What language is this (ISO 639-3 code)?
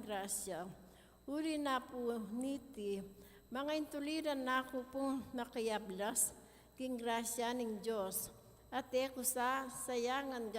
pam